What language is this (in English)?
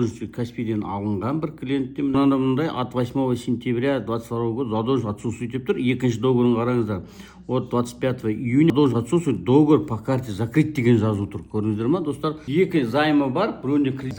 Kazakh